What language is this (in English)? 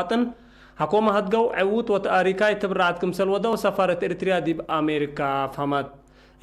Tigre